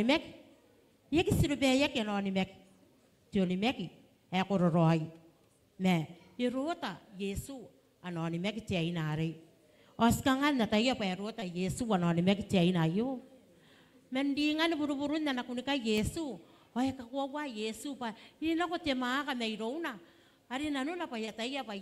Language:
Gilbertese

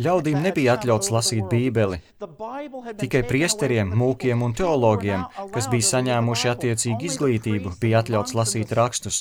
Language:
Latvian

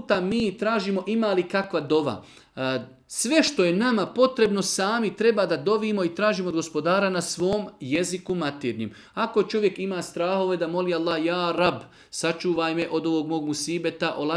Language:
Bosnian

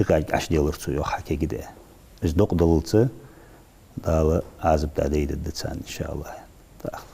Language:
Ingush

